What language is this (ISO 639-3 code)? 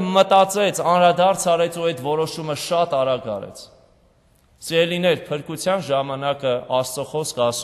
hye